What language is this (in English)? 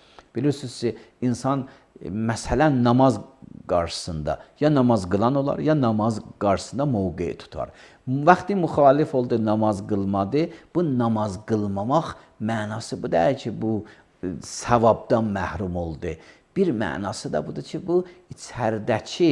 Azerbaijani